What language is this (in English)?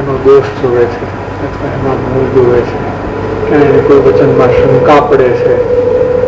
Gujarati